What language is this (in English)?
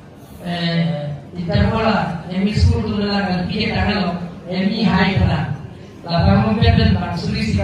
Karbi